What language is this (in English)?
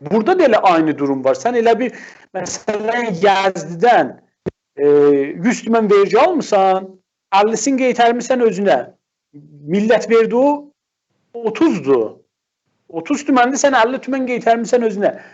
South Azerbaijani